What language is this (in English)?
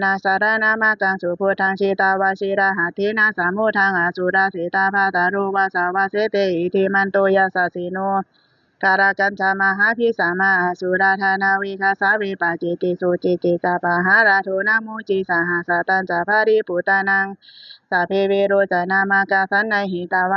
Pali